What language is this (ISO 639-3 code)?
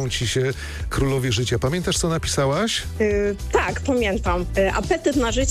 pol